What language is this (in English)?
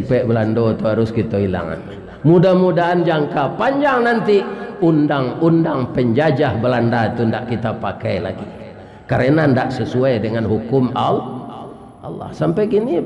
Minangkabau